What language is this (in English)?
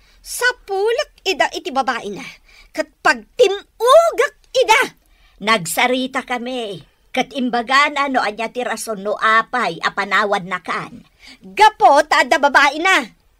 Iloko